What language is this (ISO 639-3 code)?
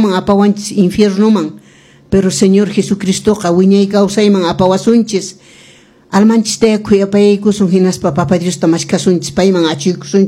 que